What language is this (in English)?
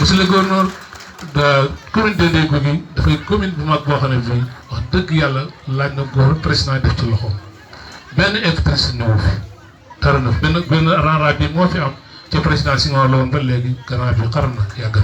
Wolof